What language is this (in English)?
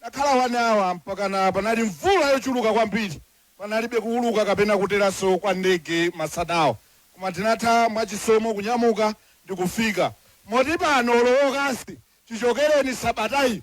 Nyanja